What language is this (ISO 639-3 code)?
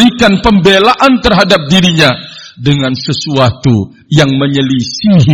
ind